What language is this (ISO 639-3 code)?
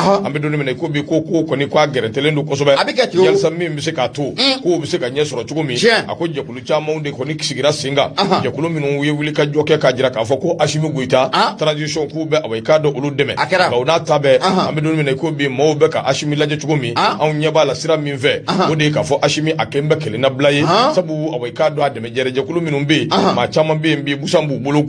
bam